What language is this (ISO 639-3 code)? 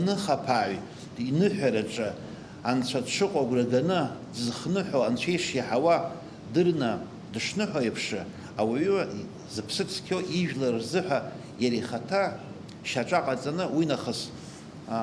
abk